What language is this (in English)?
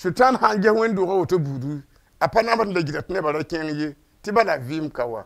Mossi